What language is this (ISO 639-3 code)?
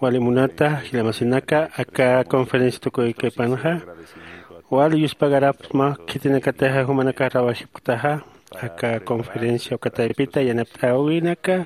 aym